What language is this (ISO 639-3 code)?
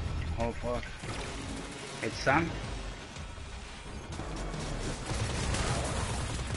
eng